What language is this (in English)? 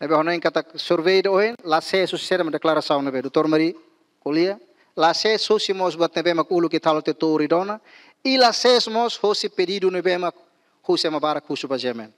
Tetum